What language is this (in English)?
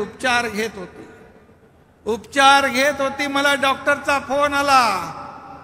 Marathi